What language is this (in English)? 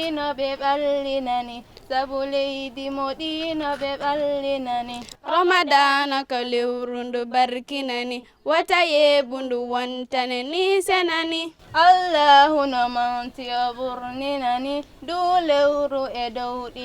Fula